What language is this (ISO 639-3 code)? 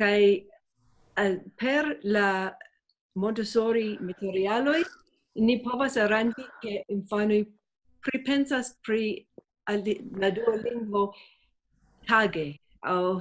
epo